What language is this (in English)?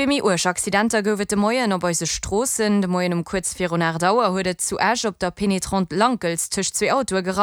Luxembourgish